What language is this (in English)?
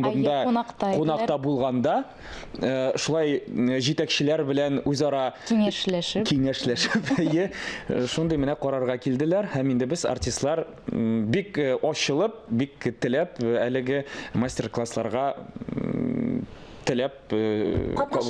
Tatar